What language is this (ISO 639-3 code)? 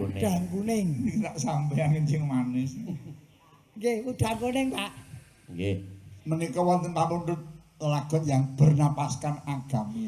jav